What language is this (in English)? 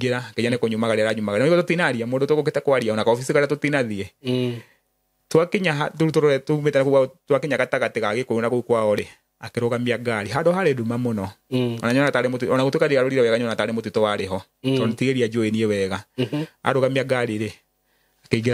Kikuyu